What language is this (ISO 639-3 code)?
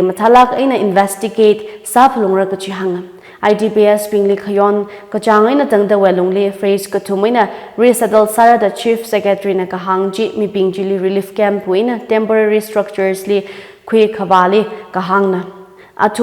nmf